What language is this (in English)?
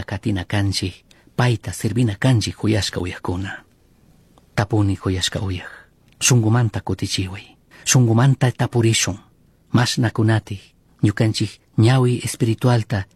Chimborazo Highland Quichua